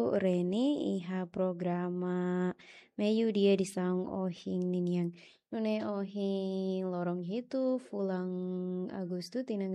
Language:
Tetum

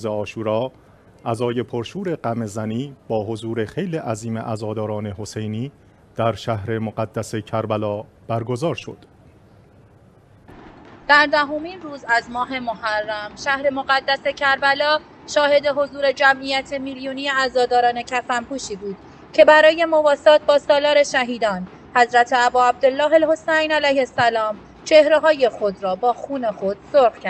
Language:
Persian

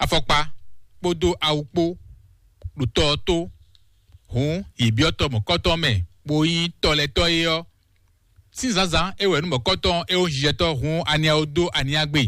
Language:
Fon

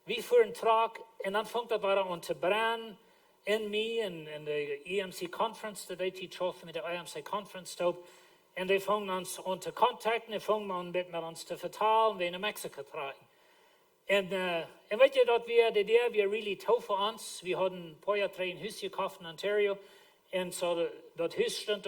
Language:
Plautdietsch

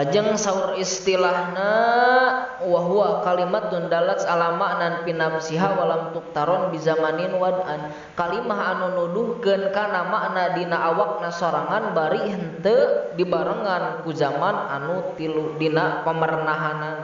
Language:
Sundanese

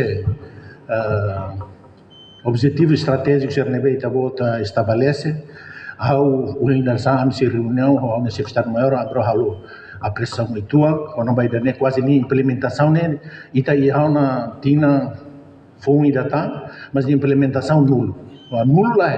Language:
Tetum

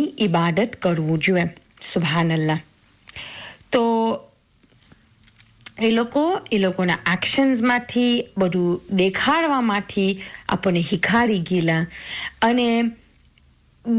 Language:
Gujarati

